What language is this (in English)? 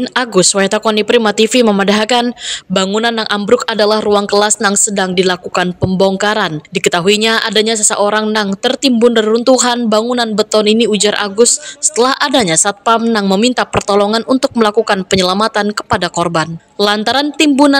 Banjar